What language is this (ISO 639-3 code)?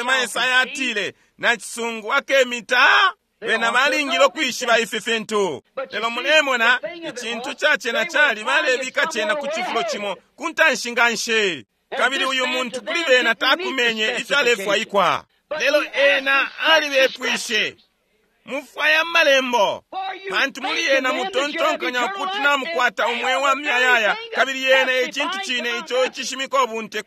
bem